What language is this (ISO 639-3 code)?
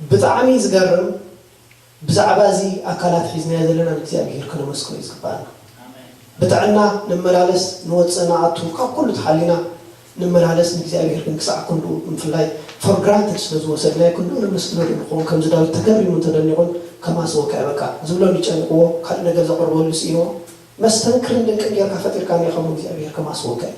tir